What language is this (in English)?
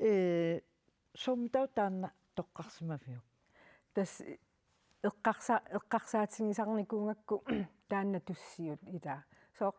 Kalaallisut